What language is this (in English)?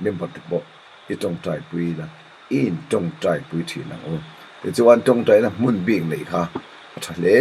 Mizo